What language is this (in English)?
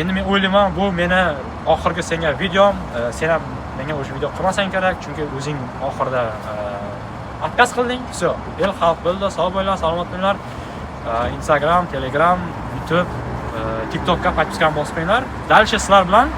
Uzbek